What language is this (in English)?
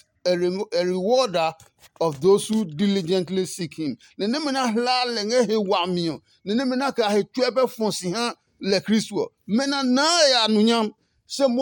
Adangme